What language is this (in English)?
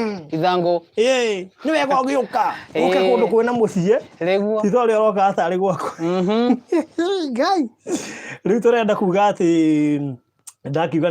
Kikuyu